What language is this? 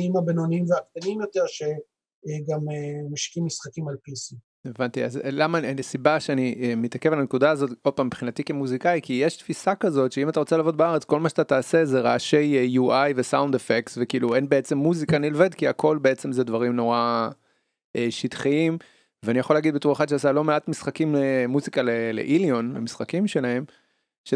Hebrew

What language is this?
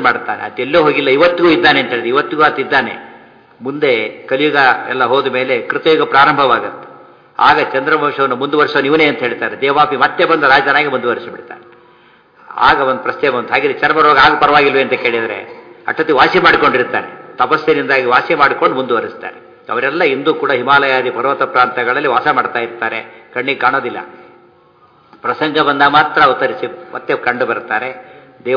Kannada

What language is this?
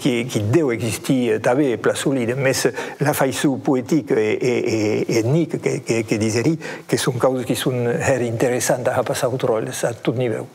Occitan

